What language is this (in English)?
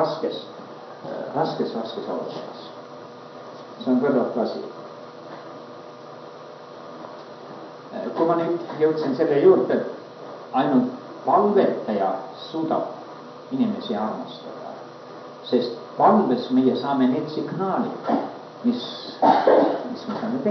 Estonian